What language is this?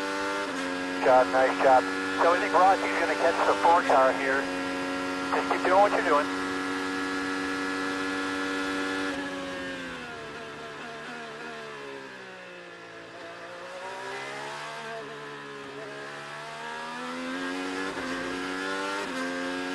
English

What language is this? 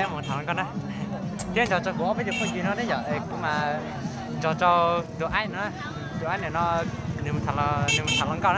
Hmong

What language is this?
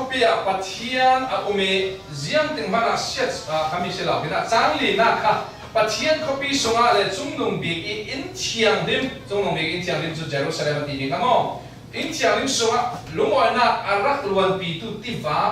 Falam Chin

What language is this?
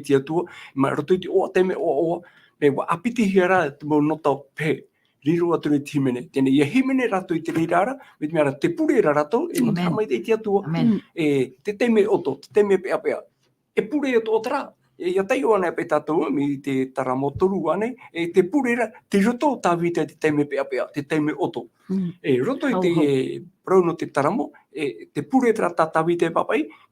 Tahitian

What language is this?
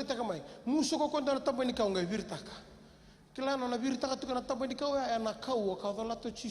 Fijian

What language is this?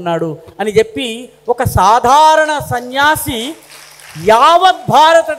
Telugu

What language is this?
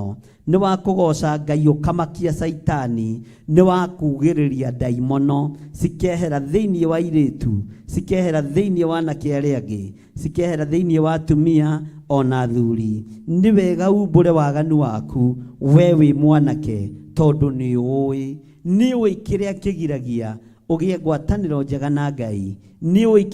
Kikuyu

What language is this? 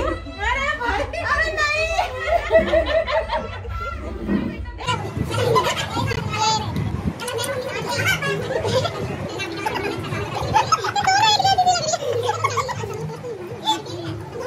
Hindi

